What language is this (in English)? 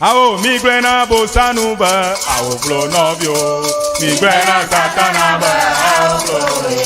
Ewe